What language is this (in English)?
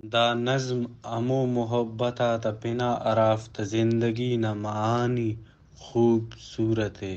Brahui